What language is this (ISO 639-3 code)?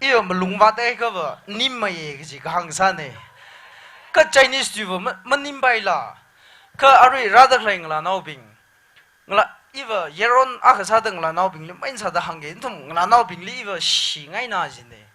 nmf